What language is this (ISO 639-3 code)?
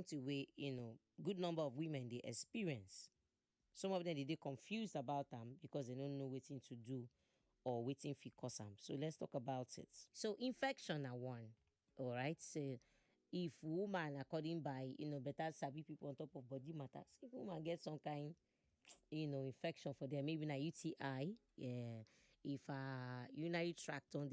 pcm